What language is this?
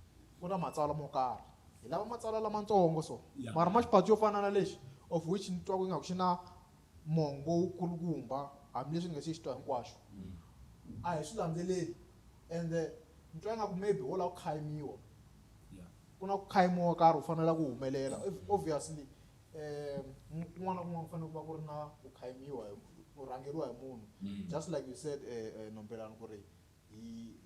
Tsonga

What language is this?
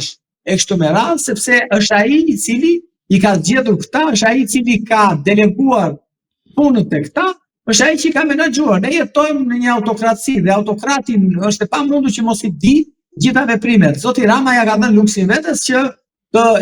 Albanian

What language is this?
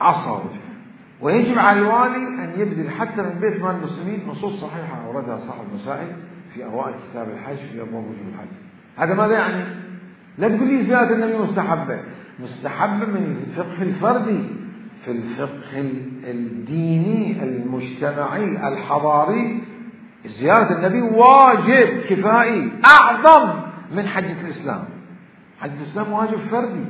Mesopotamian Arabic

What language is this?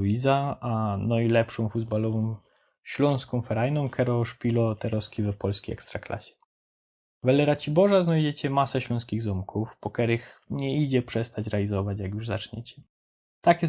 Silesian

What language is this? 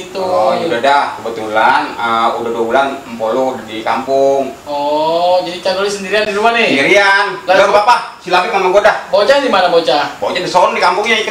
Betawi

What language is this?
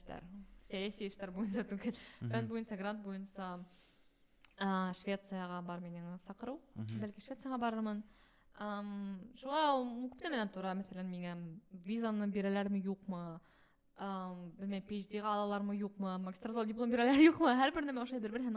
Bashkir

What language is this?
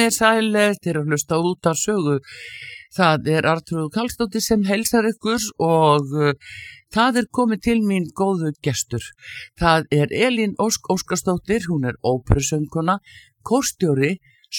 Icelandic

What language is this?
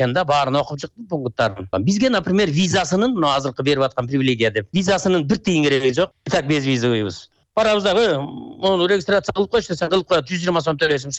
Kyrgyz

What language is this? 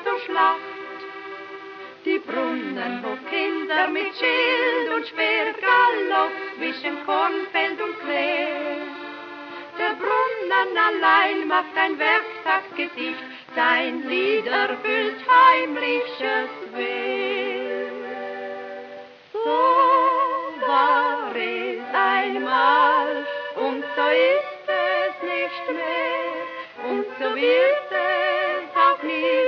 German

